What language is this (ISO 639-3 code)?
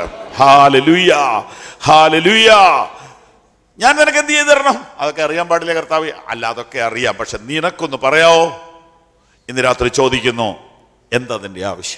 mal